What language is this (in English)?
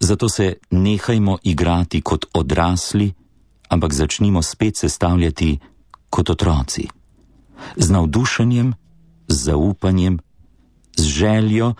Slovenian